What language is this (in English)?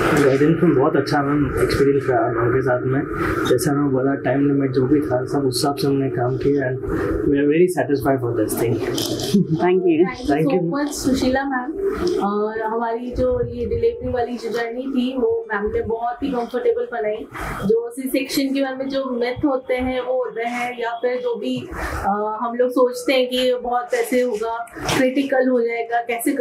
Hindi